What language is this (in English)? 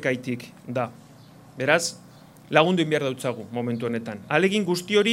Basque